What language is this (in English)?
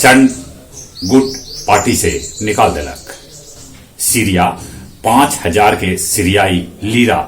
Magahi